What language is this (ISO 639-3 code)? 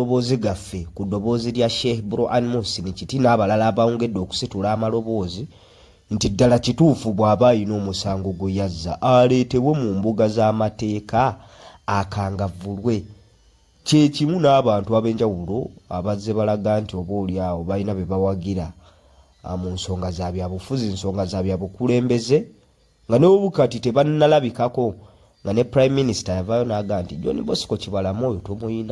lug